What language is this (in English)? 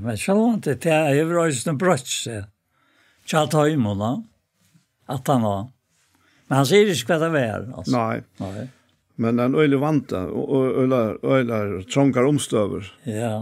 Faroese